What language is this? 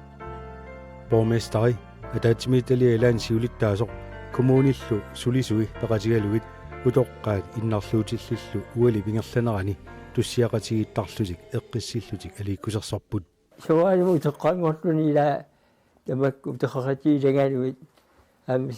Kalaallisut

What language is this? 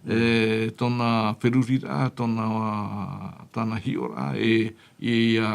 Tahitian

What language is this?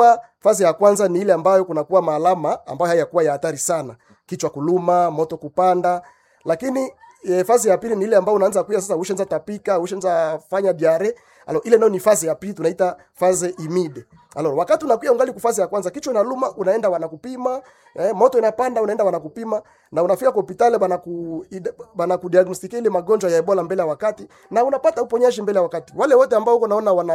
Swahili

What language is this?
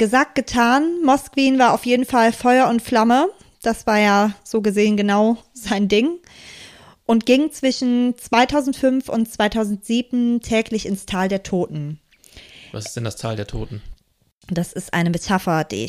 German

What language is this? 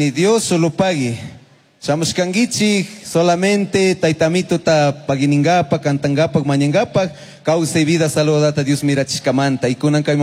Chimborazo Highland Quichua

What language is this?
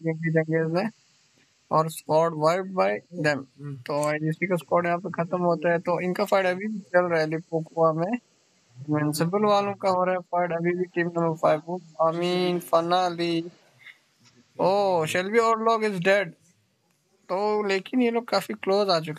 Hindi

